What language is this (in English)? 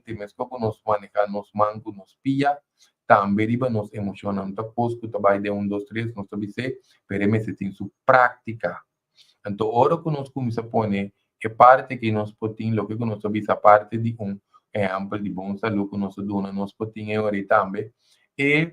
Papiamento